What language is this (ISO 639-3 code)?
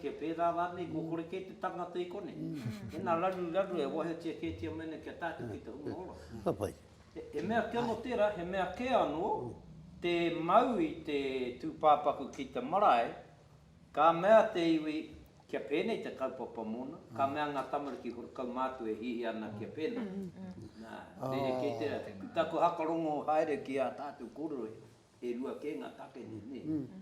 mri